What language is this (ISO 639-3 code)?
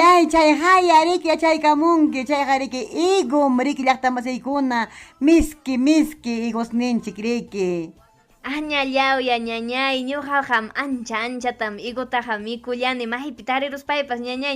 quy